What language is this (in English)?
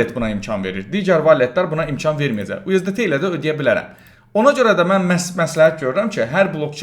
Azerbaijani